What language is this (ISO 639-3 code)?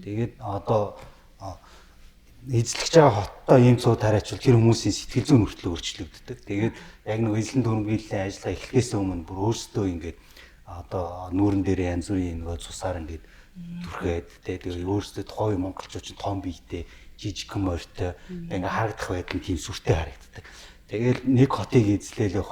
mon